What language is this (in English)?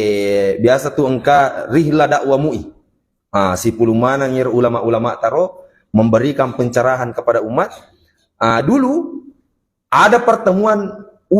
Buginese